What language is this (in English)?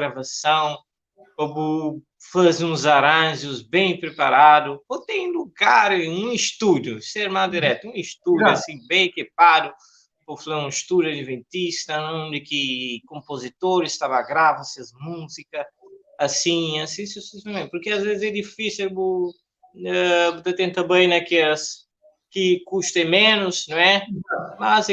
Kabuverdianu